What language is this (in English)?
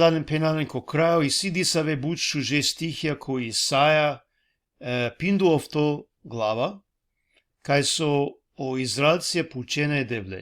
Balkan Romani